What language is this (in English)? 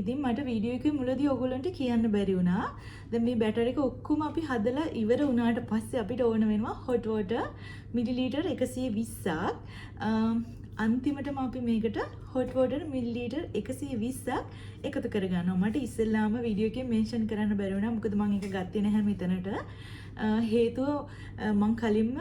Sinhala